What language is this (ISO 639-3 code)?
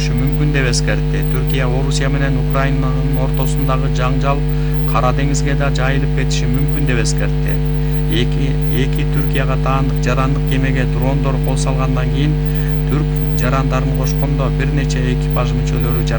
kir